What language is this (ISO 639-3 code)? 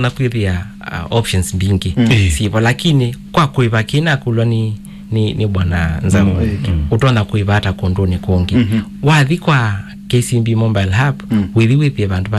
kam